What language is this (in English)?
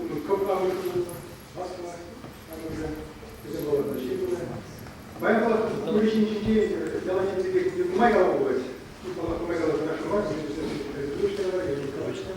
Chuvash